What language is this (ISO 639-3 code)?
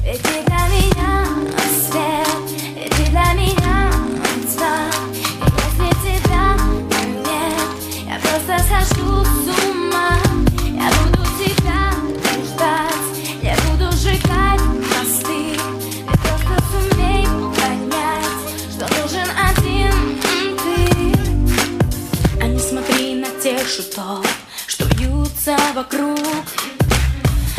rus